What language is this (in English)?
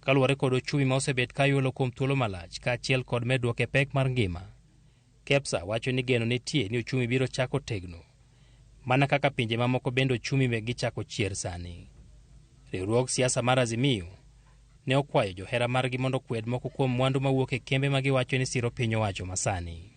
Luo (Kenya and Tanzania)